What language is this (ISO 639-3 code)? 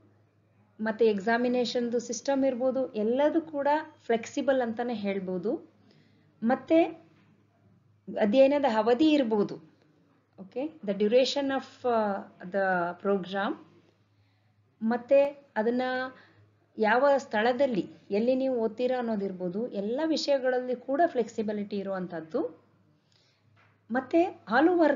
kan